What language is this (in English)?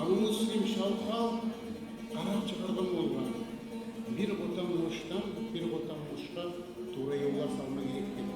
Kumyk